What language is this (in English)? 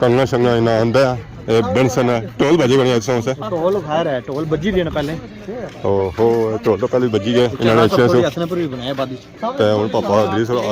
Pahari-Potwari